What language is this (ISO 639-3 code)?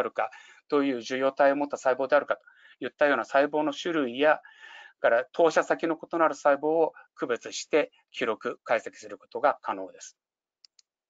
jpn